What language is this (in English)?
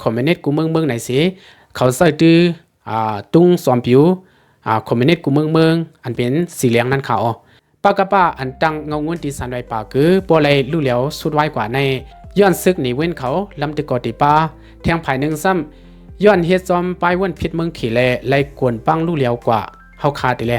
Lao